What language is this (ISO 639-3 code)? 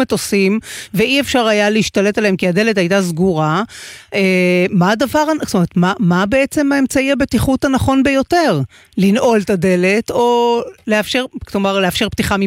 heb